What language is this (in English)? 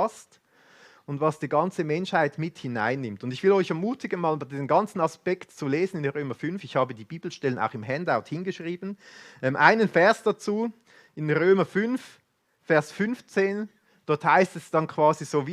Swiss German